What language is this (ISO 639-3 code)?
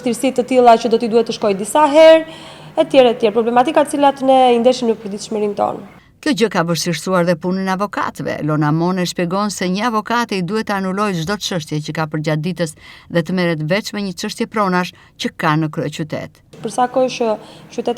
sqi